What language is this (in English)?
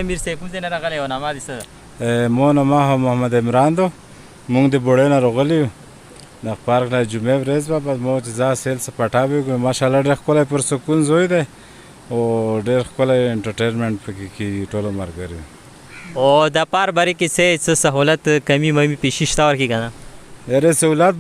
Pashto